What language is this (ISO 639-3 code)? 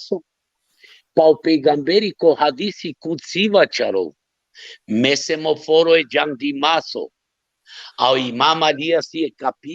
rmn